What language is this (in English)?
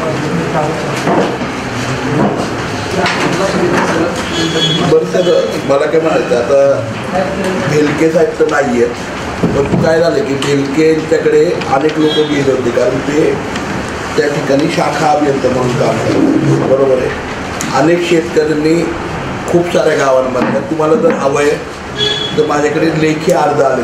Marathi